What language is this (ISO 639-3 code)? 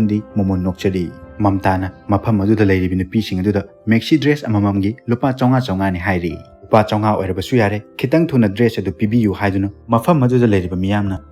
mni